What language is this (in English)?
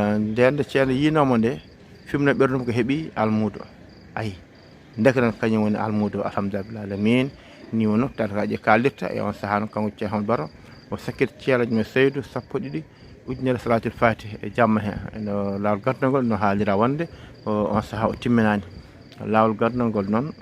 Fula